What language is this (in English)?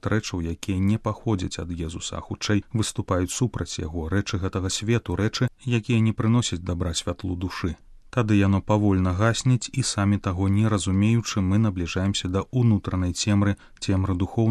Belarusian